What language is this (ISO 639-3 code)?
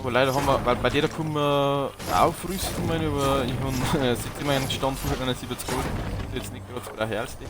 bar